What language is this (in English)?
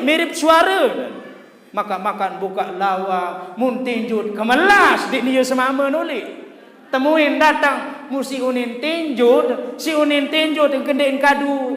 Sasak